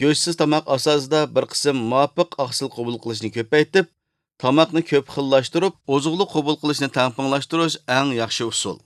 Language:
Uyghur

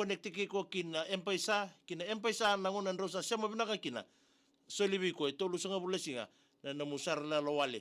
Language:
Fijian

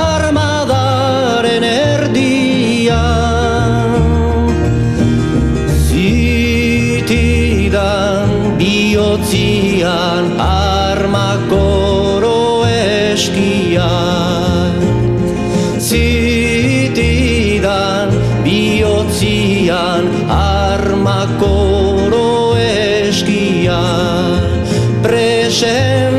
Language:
Basque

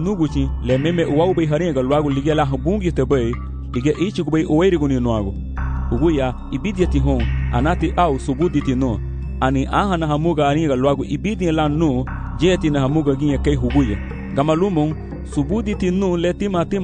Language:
Garifuna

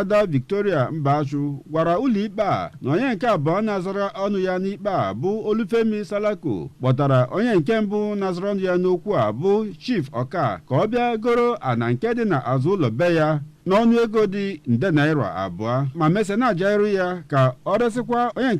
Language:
Igbo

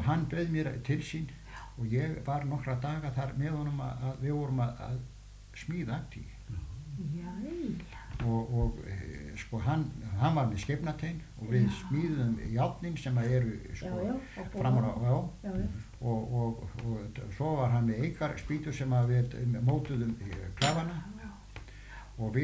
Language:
Icelandic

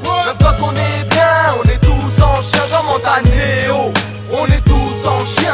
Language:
French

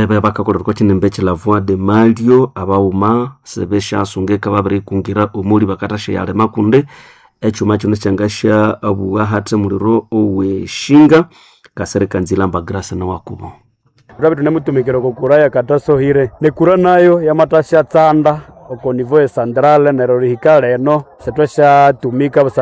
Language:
Nande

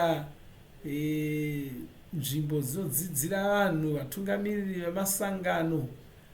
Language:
Shona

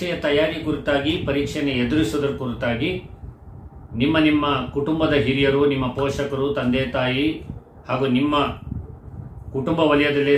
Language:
Kannada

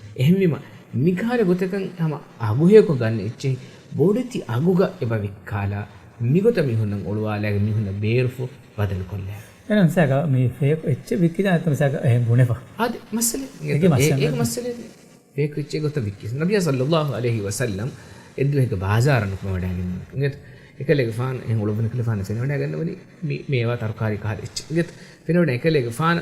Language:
Divehi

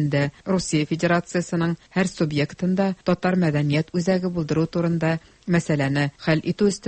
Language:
Tatar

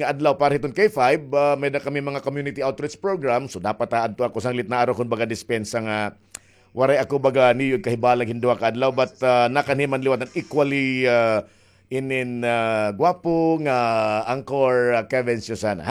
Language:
Waray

